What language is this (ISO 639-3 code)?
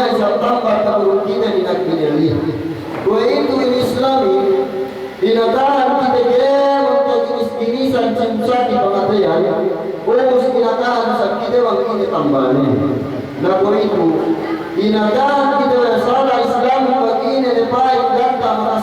yka